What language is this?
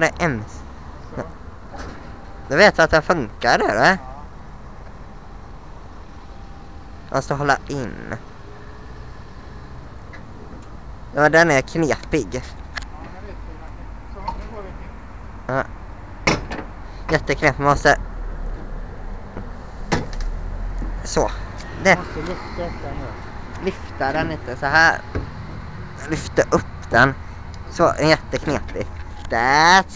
Swedish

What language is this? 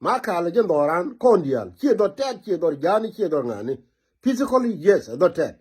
Nuer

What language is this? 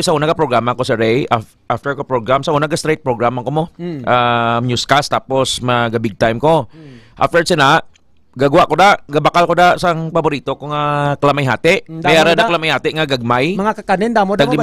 Hiligaynon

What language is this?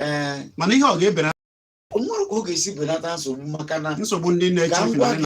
Igbo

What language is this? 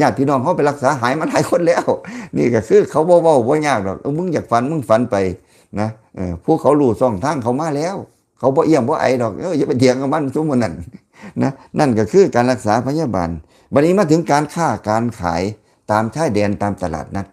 Lao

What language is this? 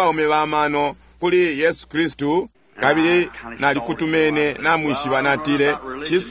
Bemba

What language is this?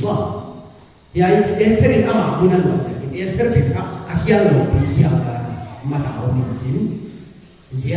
Paite Chin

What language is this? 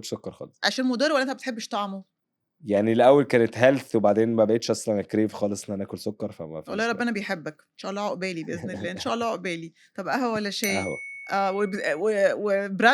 Egyptian Arabic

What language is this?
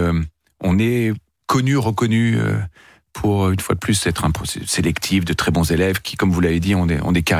French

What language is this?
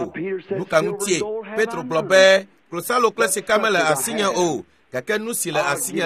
Ewe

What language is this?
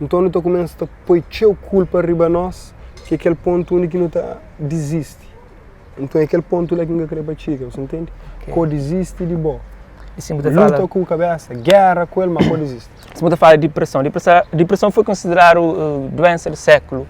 Kabuverdianu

